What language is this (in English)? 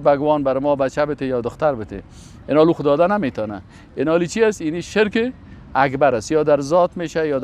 Persian